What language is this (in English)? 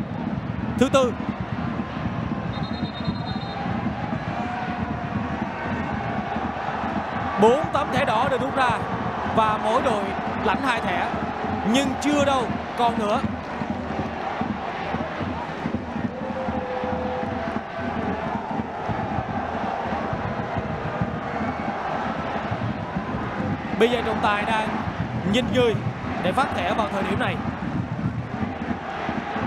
Vietnamese